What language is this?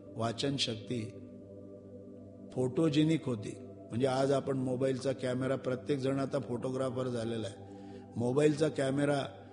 Marathi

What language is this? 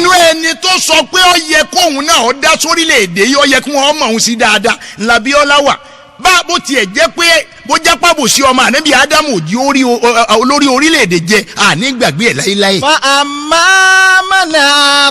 Yoruba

